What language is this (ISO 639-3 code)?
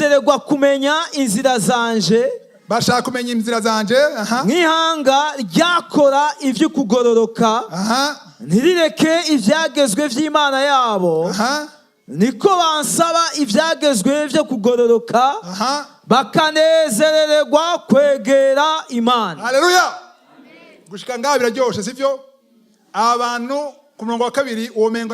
run